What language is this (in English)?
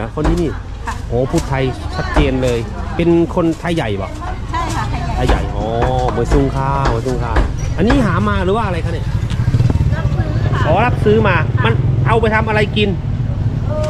Thai